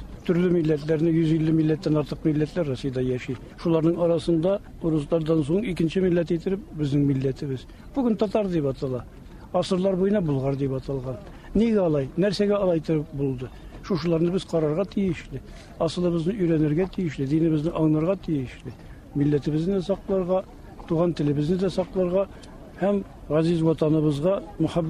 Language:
Tatar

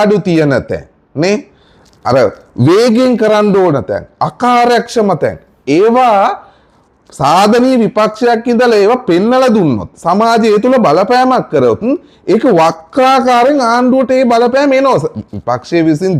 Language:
Sinhala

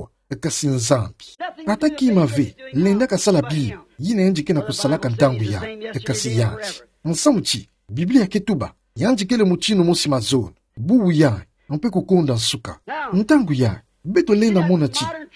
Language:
Kituba (Democratic Republic of Congo)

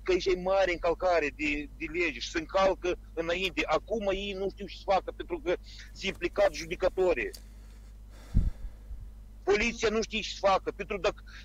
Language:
Romanian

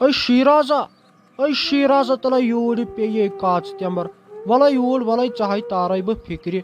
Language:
Kashmiri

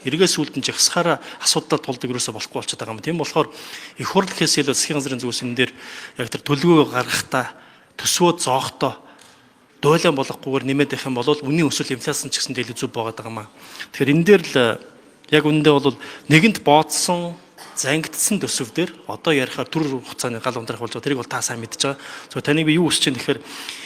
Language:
Mongolian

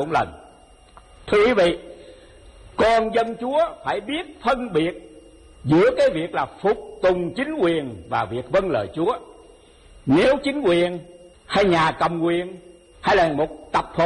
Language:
Vietnamese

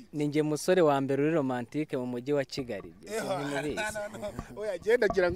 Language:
Kinyarwanda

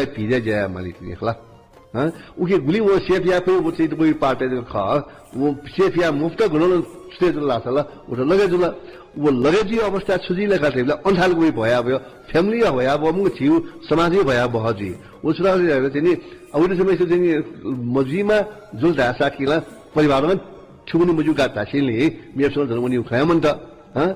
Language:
Newari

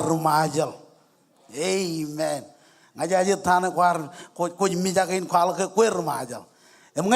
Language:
Marshallese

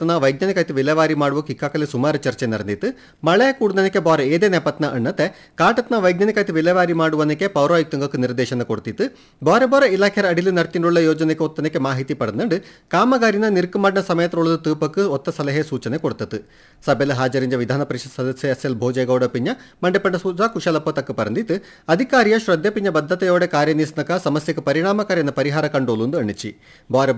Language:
Kannada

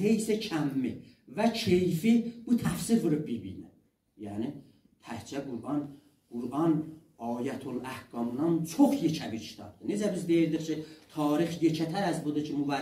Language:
South Azerbaijani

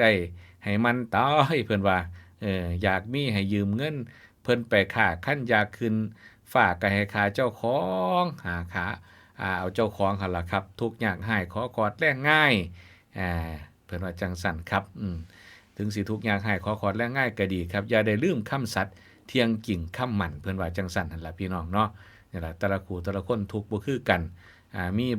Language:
Northeastern Thai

